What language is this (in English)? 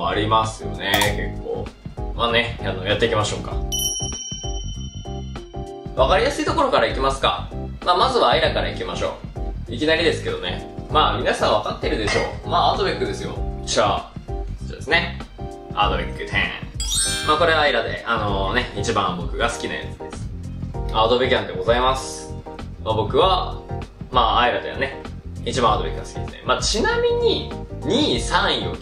Japanese